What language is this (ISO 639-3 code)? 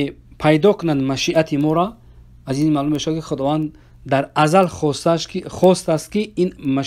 fas